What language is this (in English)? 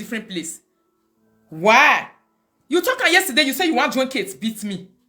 Nigerian Pidgin